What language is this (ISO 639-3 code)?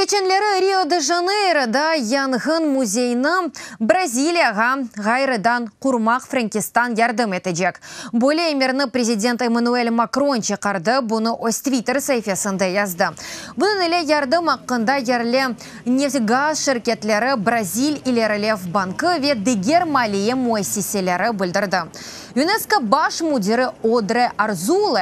crh